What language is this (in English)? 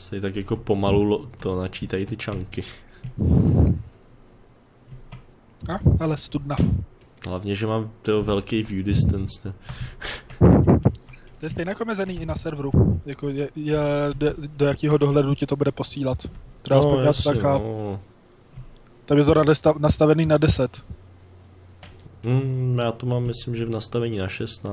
Czech